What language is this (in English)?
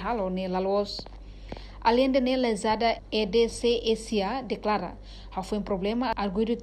Tetum